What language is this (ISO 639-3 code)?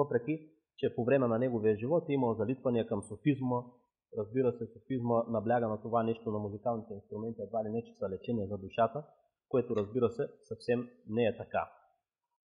bul